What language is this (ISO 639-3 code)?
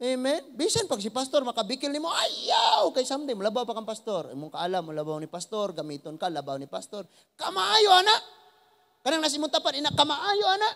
ceb